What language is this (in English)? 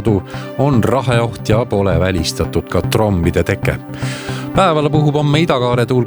Estonian